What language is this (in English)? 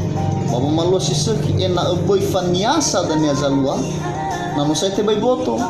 Nias